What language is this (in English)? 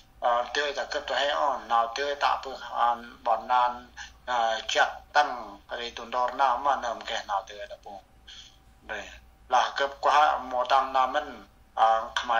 Central Mnong